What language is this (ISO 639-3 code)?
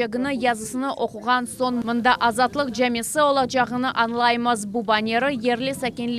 crh